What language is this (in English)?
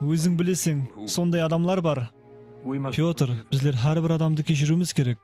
Kara-Kalpak